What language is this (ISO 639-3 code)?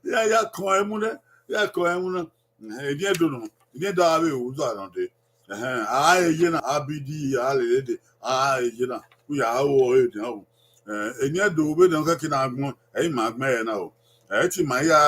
bin